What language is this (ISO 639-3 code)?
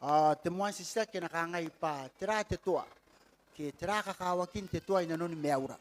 gil